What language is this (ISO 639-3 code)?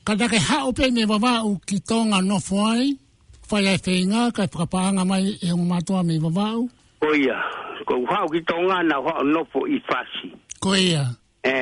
ton